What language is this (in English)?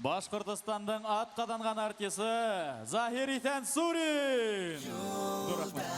Bashkir